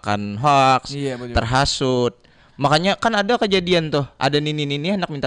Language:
Banjar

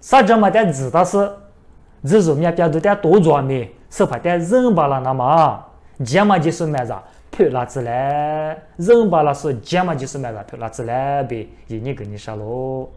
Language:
Lisu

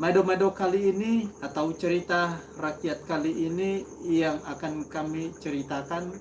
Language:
Nias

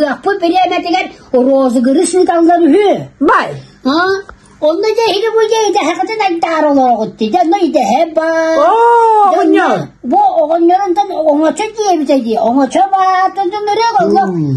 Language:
Yakut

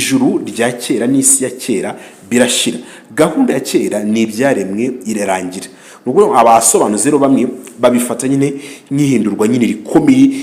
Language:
Kinyarwanda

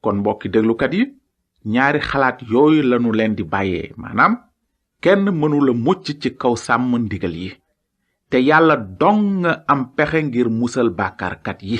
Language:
Wolof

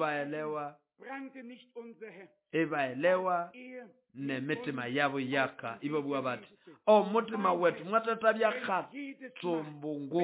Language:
Nande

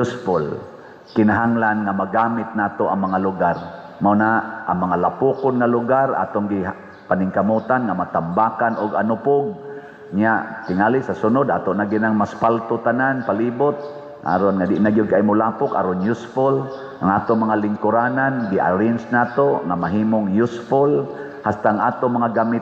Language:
Cebuano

